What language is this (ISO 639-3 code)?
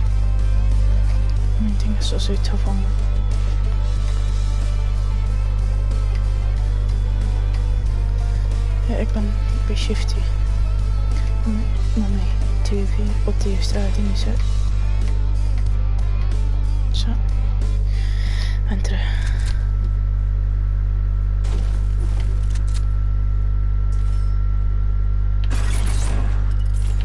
nld